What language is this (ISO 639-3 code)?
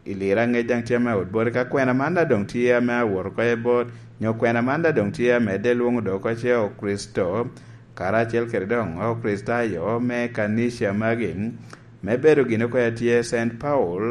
laj